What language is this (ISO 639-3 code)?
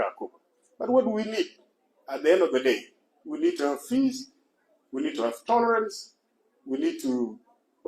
nus